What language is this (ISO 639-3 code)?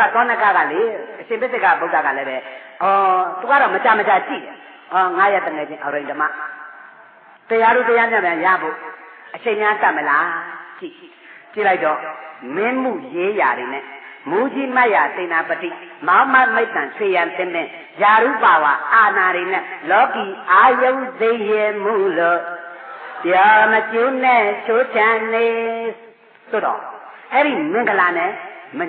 mya